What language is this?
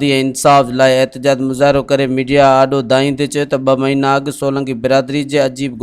Sindhi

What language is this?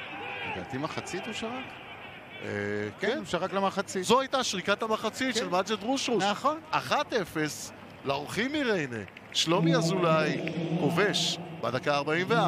Hebrew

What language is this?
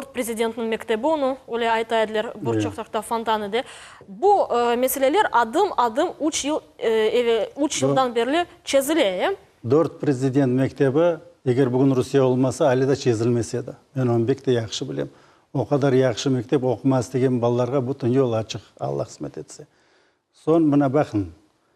Crimean Tatar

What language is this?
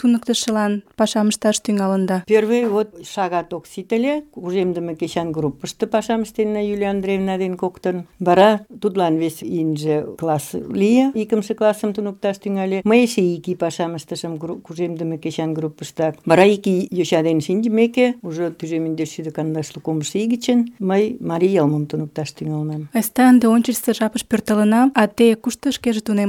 Mari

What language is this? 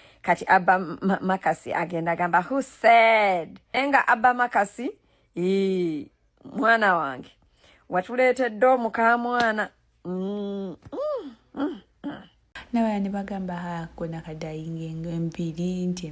Ganda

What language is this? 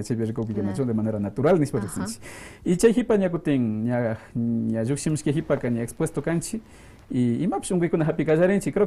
Quechua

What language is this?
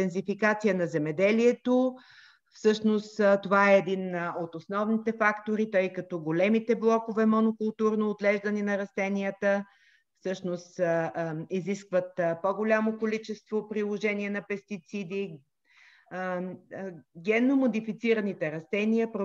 Bulgarian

